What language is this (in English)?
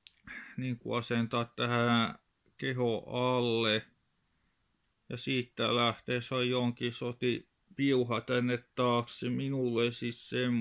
Finnish